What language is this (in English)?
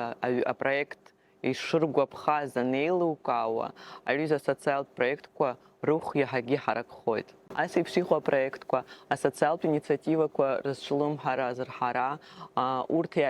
Abkhazian